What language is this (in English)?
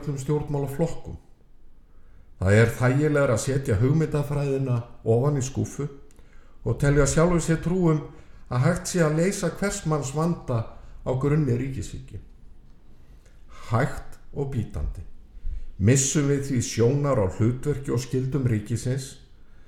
Icelandic